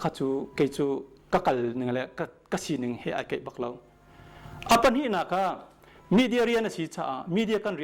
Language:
Hakha Chin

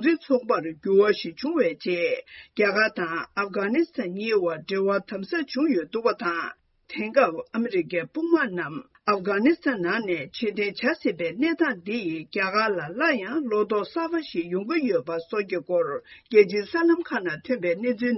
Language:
Tibetan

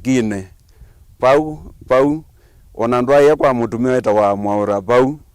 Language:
Kamba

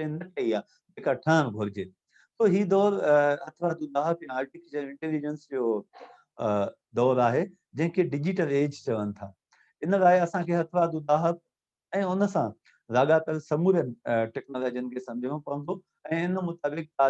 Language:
Sindhi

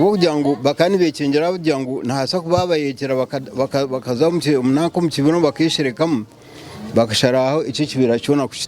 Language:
Nyankole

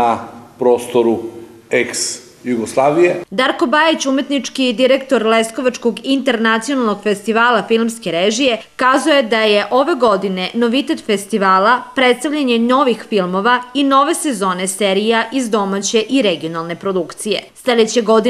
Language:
Serbian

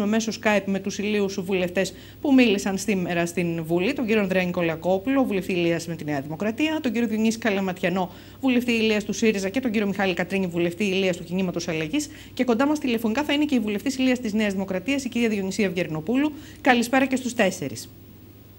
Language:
Greek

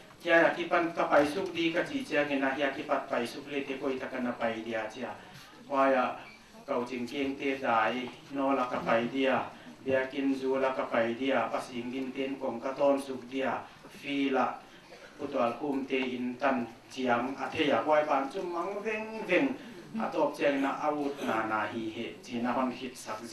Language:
Paite Chin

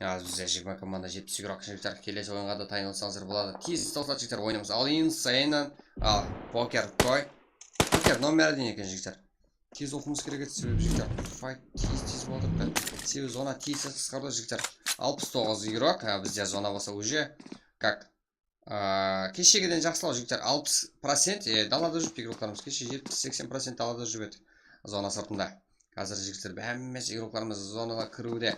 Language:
Kara-Kalpak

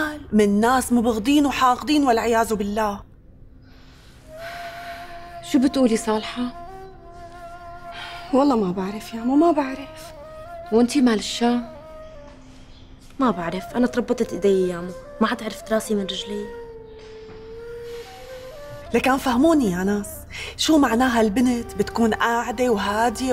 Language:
North Levantine Arabic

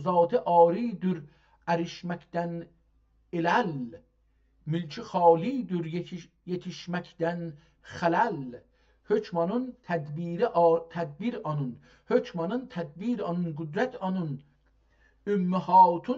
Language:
South Azerbaijani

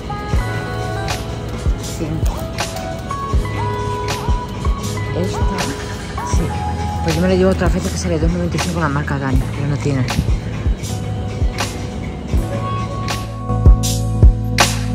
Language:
Spanish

